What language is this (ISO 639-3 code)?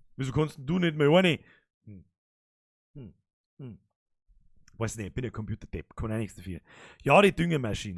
bar